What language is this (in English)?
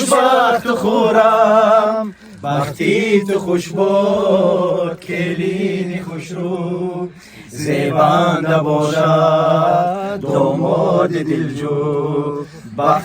Tajik